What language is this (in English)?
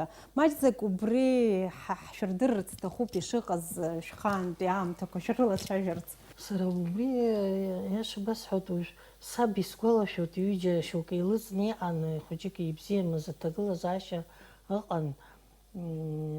Abkhazian